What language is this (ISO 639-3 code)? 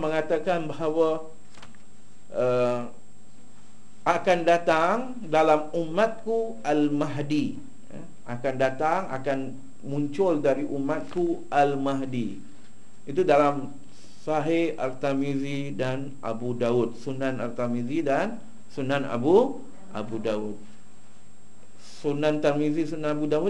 msa